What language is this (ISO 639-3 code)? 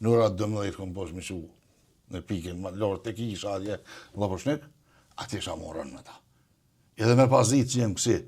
sqi